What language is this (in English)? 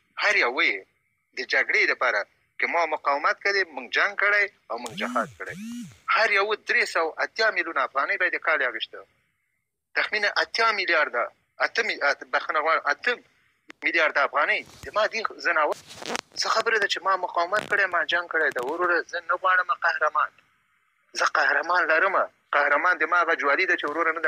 Pashto